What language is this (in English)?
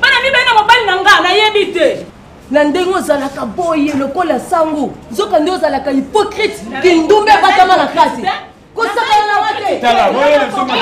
Lingala